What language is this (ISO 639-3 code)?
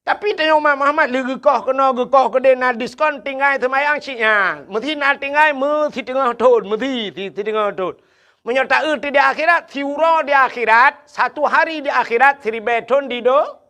ace